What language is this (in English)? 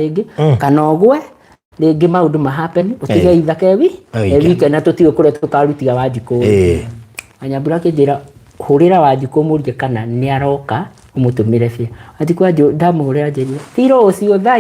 Kikuyu